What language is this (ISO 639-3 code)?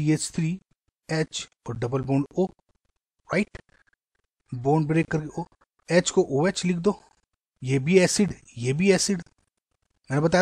hin